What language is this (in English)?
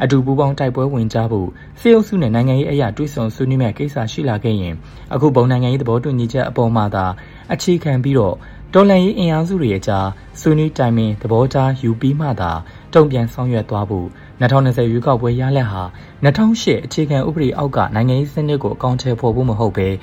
Burmese